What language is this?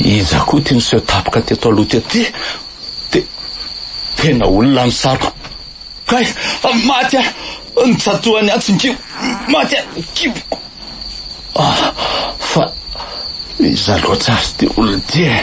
Malagasy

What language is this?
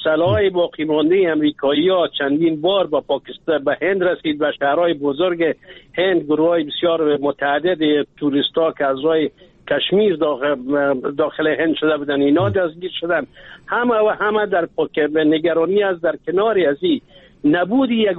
Persian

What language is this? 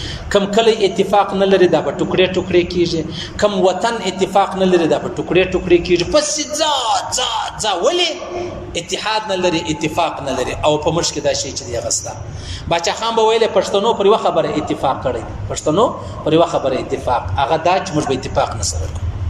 Pashto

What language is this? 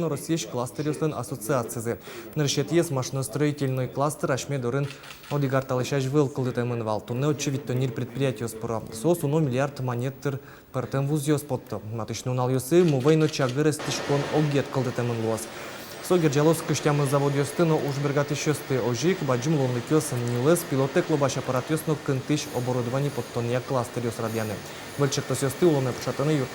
Udmurt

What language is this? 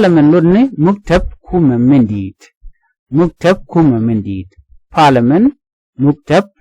Nuer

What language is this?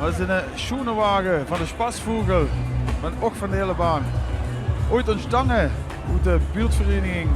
Limburgish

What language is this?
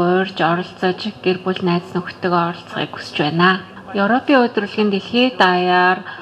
Mongolian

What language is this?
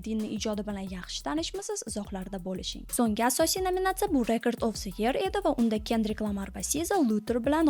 Uzbek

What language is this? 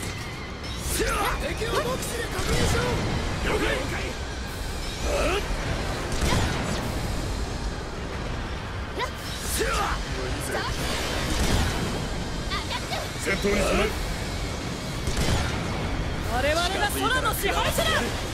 Japanese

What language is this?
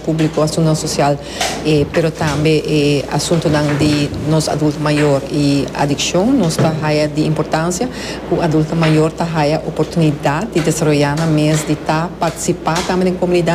Papiamento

